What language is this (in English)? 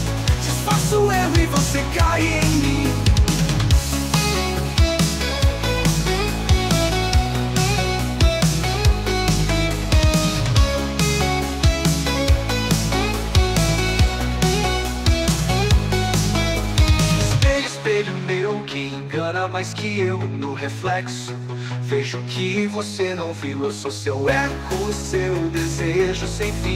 Portuguese